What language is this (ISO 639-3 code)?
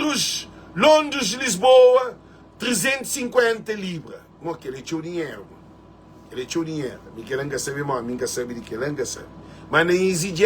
kea